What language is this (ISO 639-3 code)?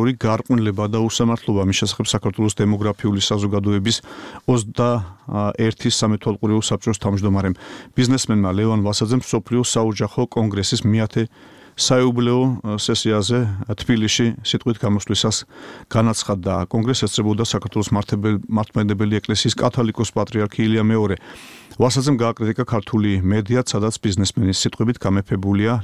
kat